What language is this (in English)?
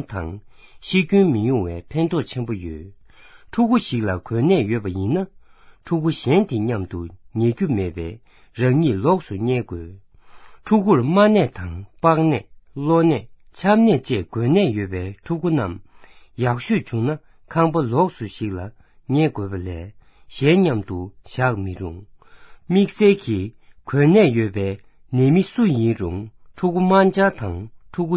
Tibetan